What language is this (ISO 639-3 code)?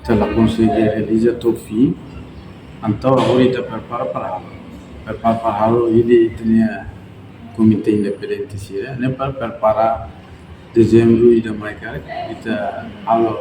tet